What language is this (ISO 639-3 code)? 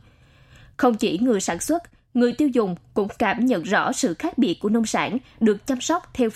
vie